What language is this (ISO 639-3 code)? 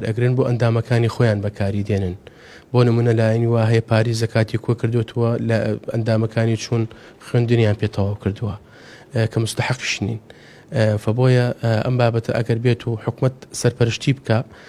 ckb